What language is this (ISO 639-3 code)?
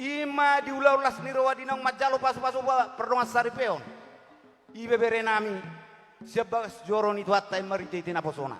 bbc